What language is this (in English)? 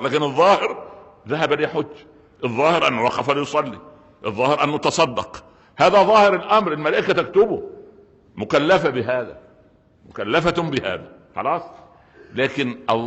Egyptian Arabic